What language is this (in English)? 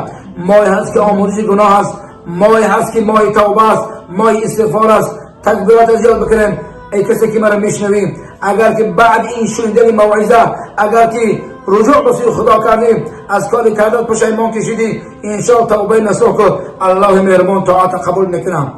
Tajik